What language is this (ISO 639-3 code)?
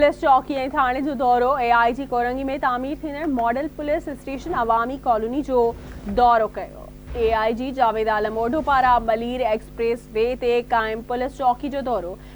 snd